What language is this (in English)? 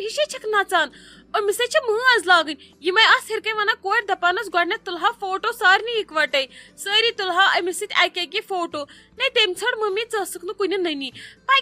Kashmiri